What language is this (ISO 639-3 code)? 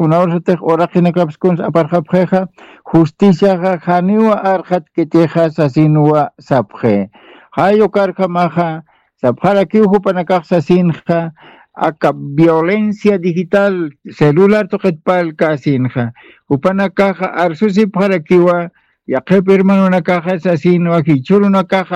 aym